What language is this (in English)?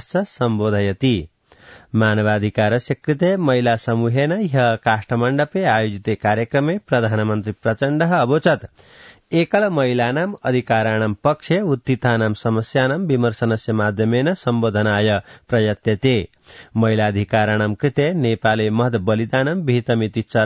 Sanskrit